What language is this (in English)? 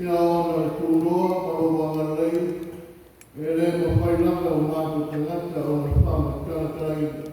Samoan